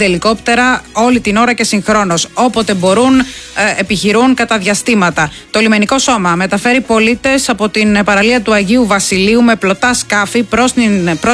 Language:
Greek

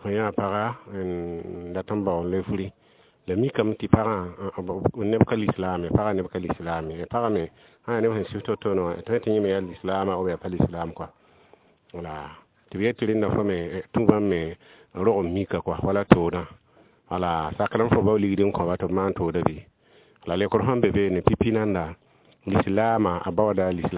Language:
Mossi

